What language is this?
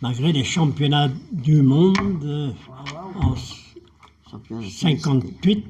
Breton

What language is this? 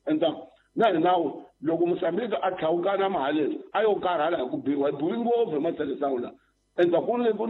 Tsonga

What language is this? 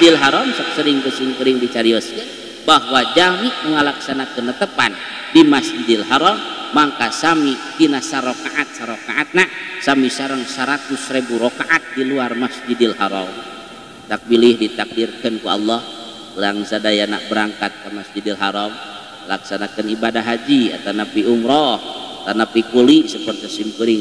Sundanese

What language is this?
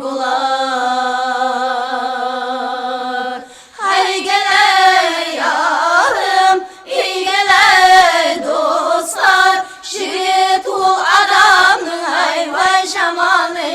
Kara-Kalpak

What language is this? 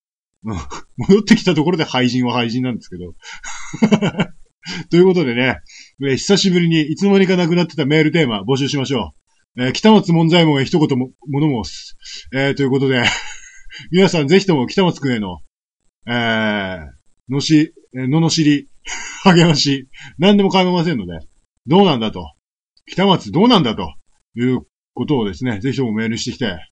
Japanese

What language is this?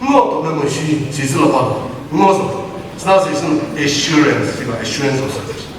Chokri Naga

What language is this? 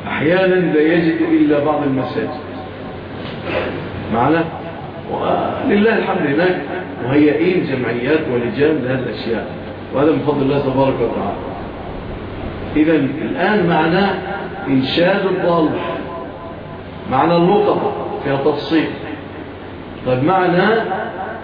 Arabic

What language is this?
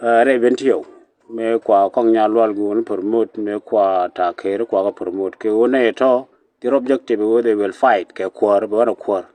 Nuer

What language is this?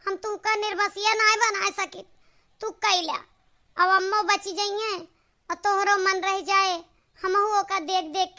Awadhi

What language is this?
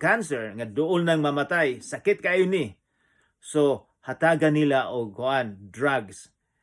Cebuano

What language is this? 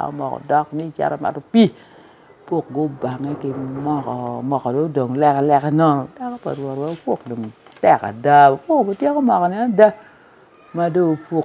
Acoli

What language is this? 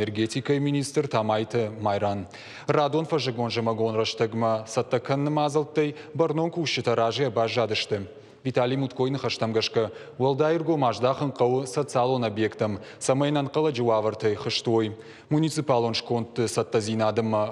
Ossetic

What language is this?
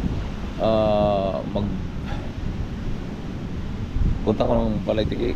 Filipino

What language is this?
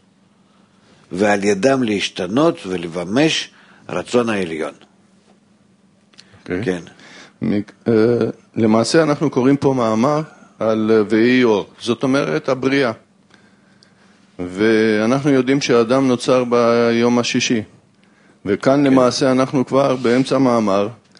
Hebrew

